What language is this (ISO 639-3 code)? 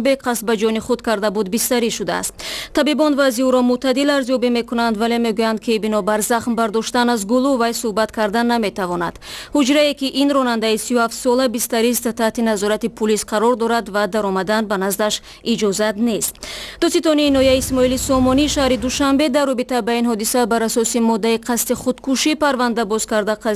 tgk